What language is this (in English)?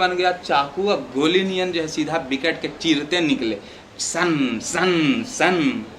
Magahi